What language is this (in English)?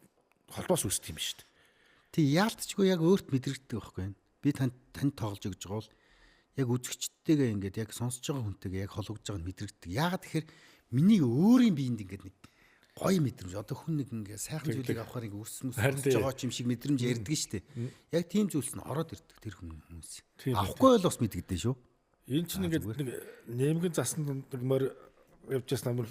Mongolian